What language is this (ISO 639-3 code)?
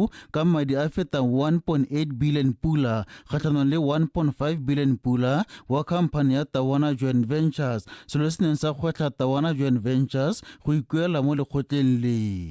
tsn